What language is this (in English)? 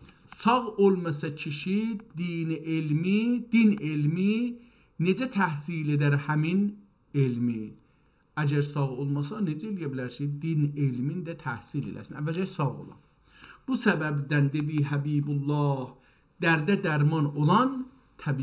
South Azerbaijani